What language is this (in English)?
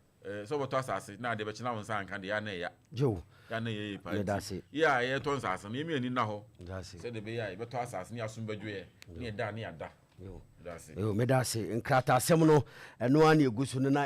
Akan